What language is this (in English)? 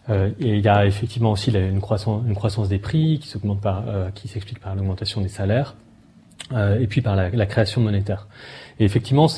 French